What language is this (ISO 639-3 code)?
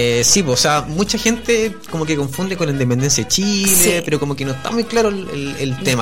spa